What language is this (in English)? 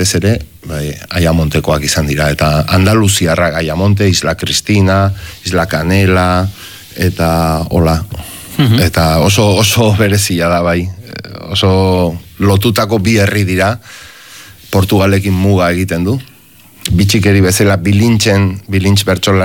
Basque